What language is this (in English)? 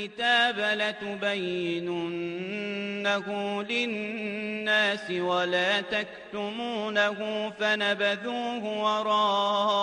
Azerbaijani